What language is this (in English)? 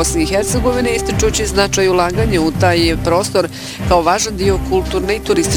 Bosnian